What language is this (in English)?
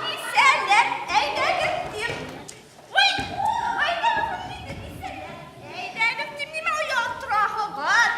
Bashkir